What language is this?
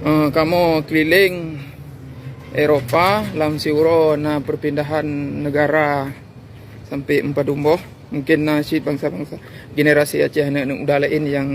Achinese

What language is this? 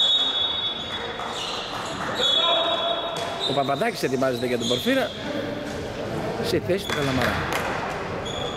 Greek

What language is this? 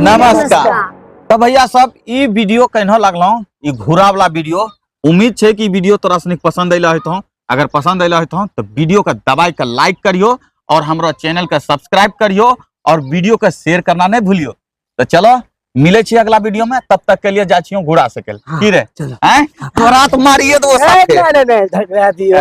Angika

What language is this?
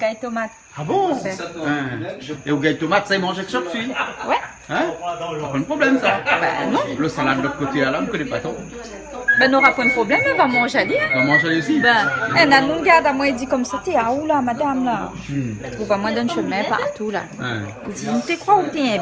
Réunion Creole French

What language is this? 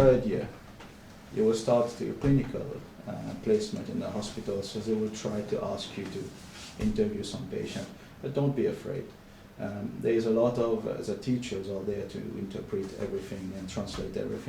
Faroese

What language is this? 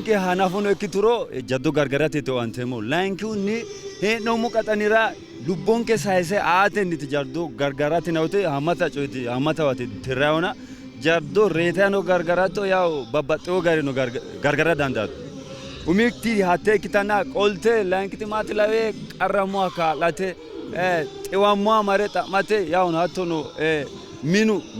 Sidamo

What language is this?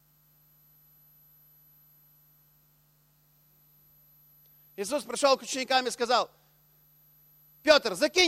Russian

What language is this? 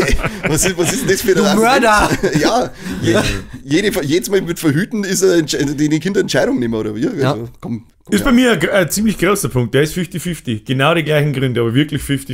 Bavarian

